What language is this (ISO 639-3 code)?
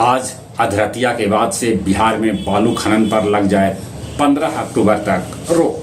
mag